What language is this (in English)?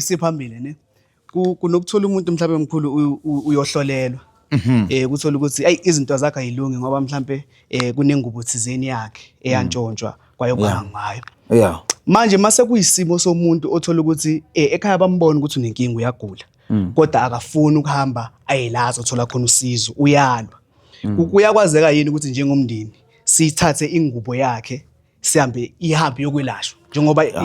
Zulu